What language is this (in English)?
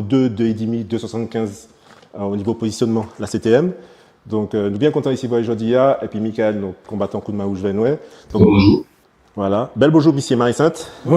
Guadeloupean Creole French